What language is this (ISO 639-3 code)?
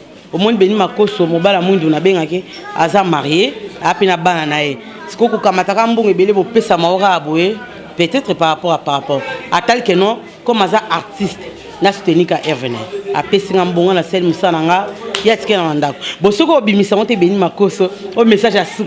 lin